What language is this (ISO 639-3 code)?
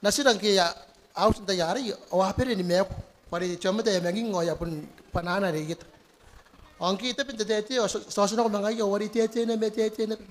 gil